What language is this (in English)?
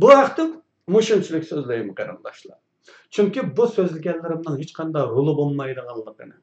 Uyghur